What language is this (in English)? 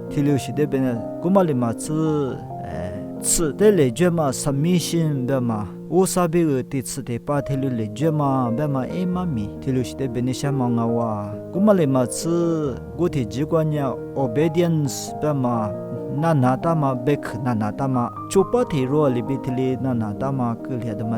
Lisu